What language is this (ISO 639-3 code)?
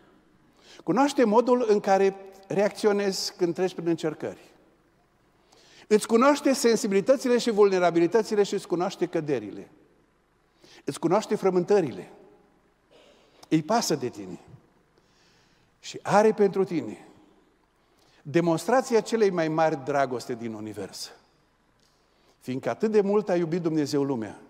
ron